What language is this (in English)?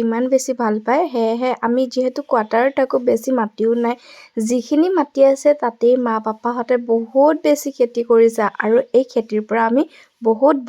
Assamese